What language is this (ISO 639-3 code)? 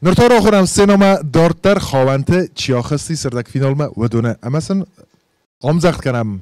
oss